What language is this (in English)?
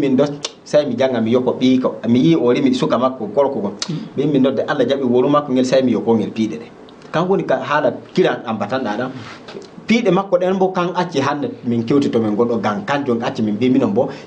Fula